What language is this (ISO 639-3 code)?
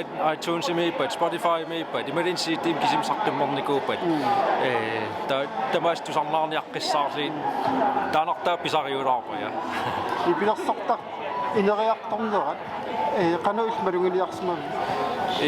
kal